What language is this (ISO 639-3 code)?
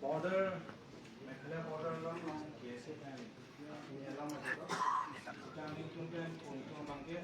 mjw